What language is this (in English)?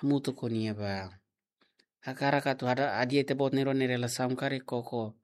Tetum